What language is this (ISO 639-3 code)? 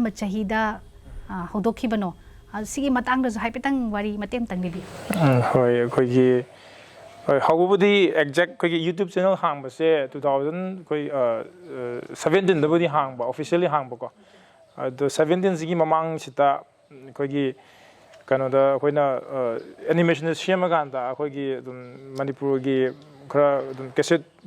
mni